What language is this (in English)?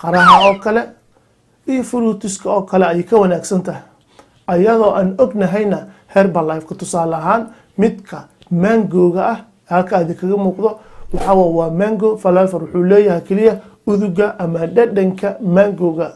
Somali